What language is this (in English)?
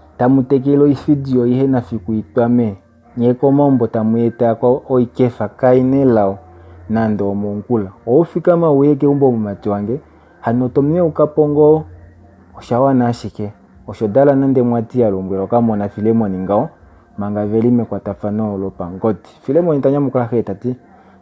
Kuanyama